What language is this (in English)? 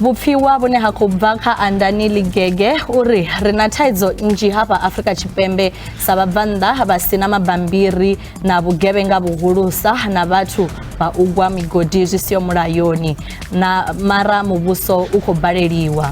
Venda